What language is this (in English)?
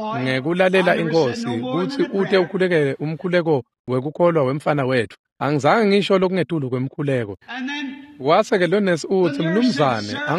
Swati